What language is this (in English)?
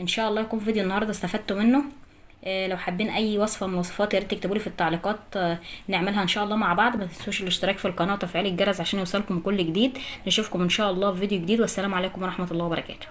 Egyptian Arabic